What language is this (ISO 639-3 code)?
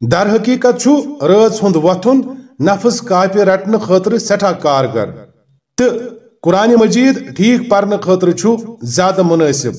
kas